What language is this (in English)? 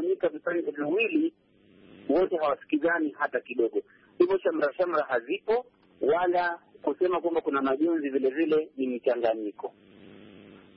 Swahili